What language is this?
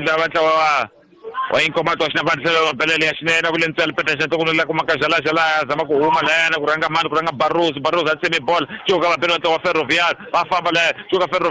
Tsonga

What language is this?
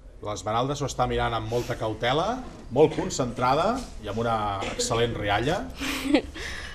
Catalan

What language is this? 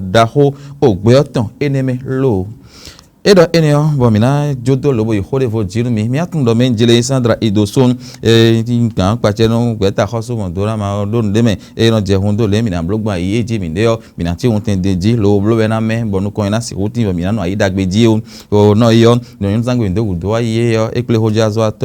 Fon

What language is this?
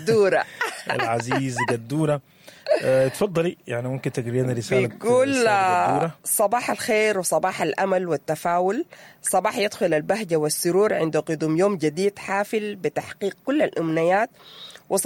Sudanese Arabic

